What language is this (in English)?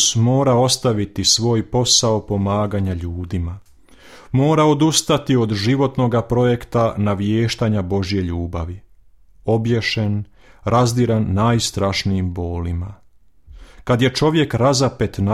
Croatian